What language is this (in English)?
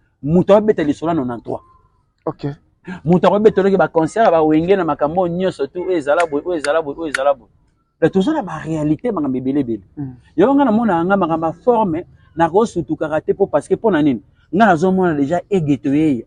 Lingala